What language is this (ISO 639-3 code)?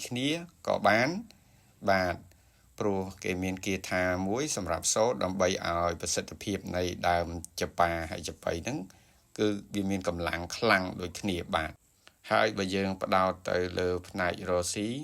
khm